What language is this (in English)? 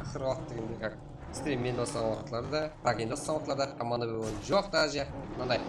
Kara-Kalpak